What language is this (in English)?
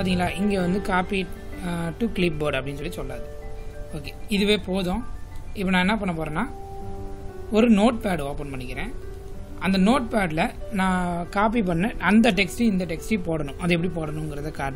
Tamil